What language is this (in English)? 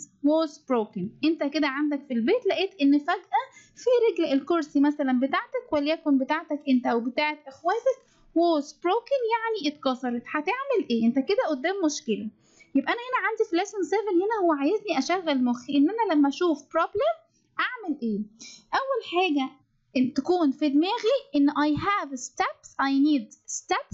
Egyptian Arabic